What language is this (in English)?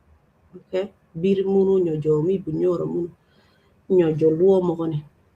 Acoli